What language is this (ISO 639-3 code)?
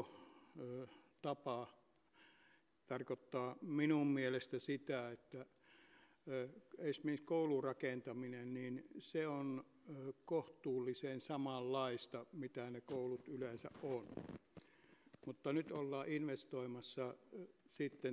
fin